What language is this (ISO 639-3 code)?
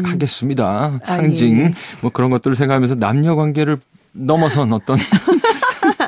kor